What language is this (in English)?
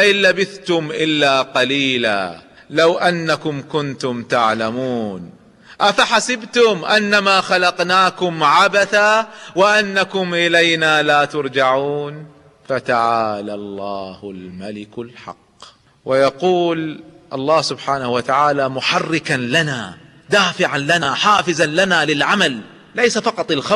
Arabic